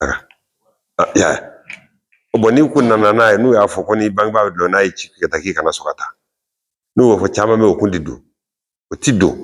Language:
Bambara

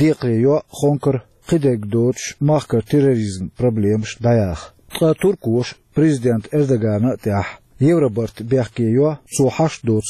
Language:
Chechen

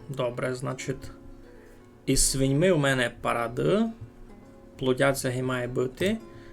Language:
Rusyn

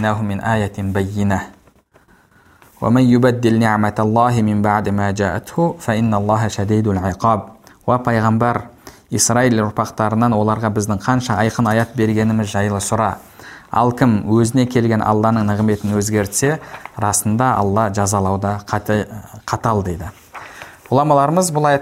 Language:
Kazakh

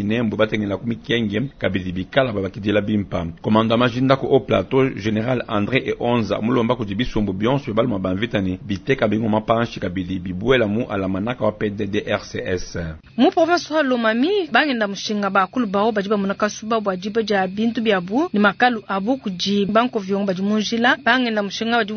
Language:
Luba-Lulua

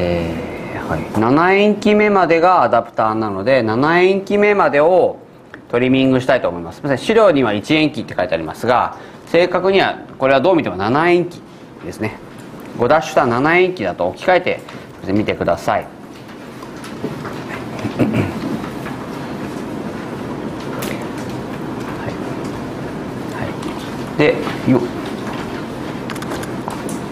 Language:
Japanese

